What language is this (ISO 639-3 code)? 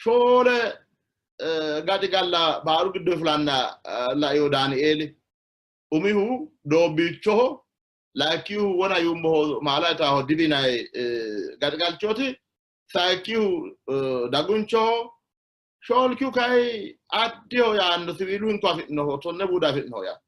sid